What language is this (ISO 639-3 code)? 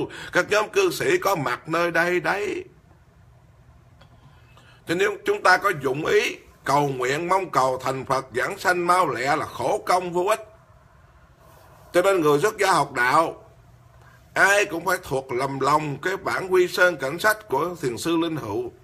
vie